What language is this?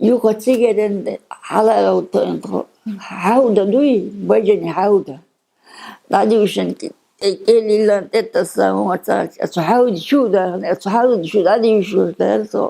Chechen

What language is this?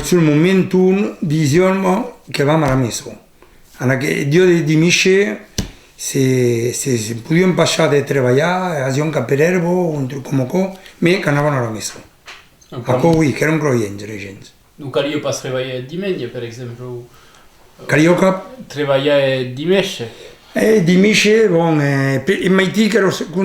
Occitan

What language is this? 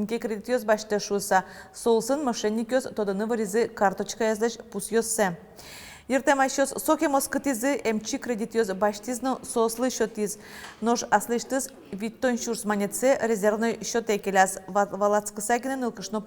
Udmurt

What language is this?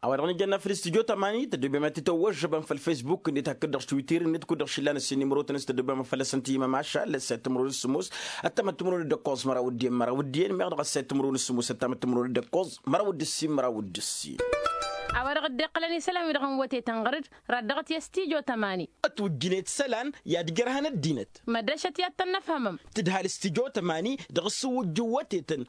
Tamasheq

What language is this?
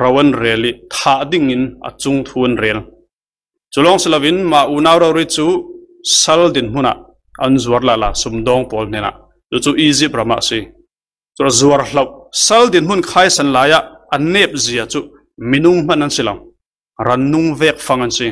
Falam Chin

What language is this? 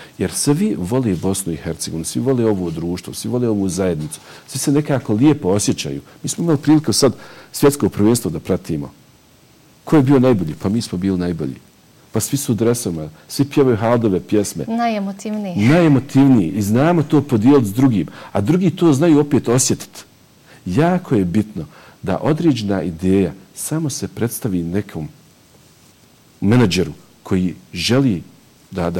Bosnian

